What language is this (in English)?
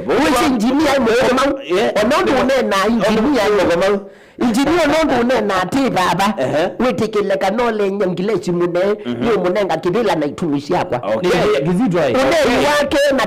Kamba